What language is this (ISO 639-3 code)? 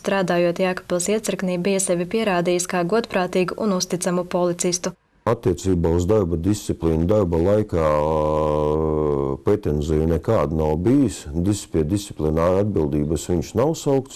lav